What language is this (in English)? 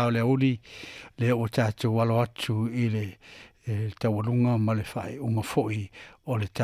Samoan